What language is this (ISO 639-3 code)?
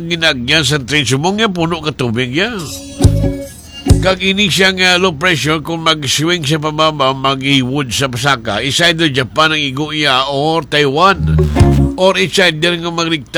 hil